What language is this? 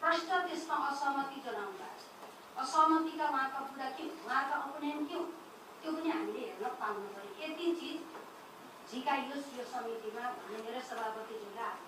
Nepali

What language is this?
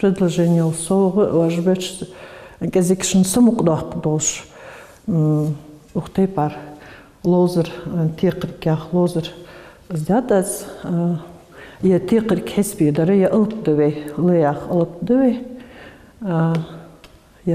Ingush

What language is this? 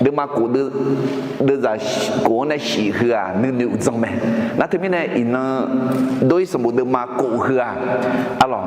Akha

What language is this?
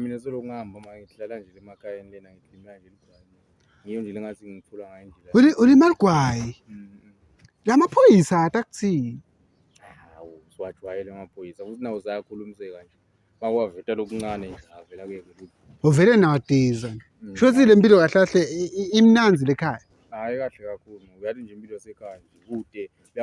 Zulu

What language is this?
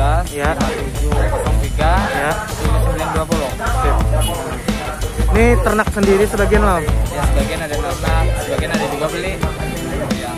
Banjar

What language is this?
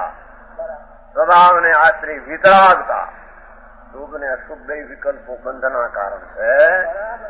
Gujarati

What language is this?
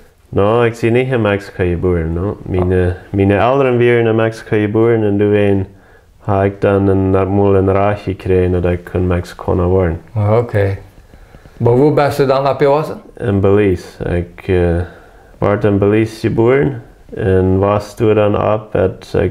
Plautdietsch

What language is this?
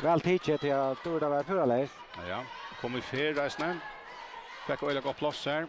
Faroese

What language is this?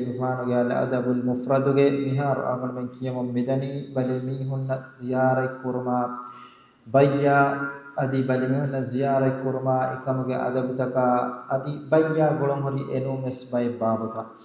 Divehi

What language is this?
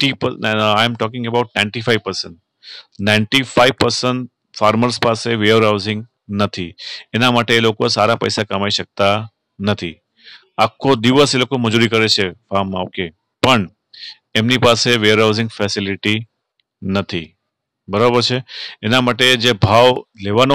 Gujarati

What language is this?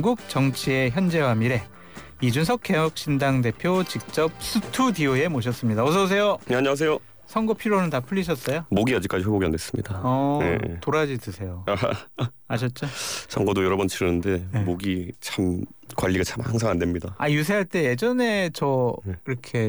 Korean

